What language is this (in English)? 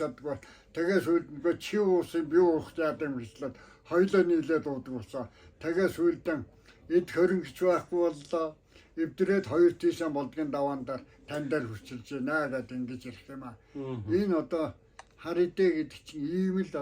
Mongolian